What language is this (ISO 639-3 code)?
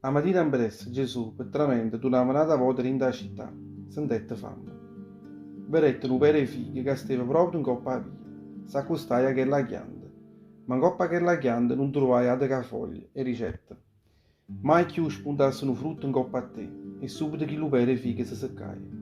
nap